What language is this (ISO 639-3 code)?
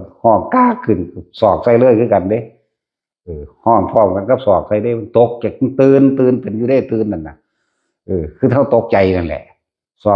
tts